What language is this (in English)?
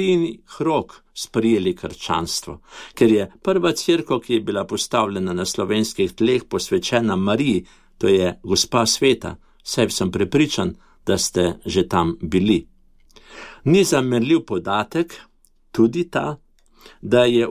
Slovenian